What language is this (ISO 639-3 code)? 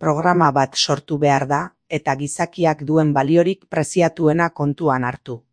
eus